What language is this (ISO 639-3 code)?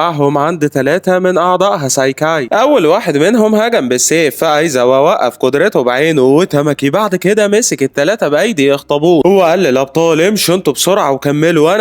arz